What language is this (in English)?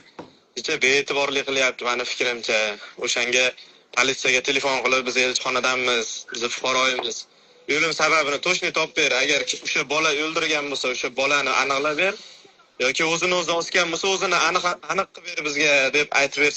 Uzbek